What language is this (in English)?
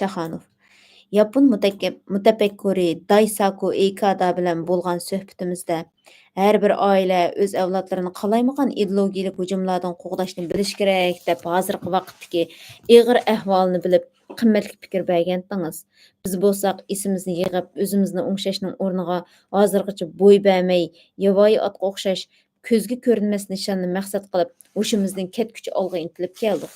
Uyghur